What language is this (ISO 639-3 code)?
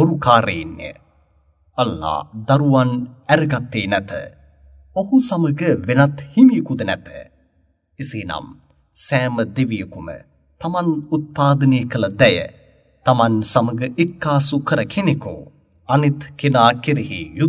sin